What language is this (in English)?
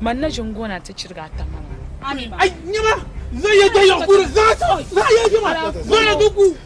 Dagbani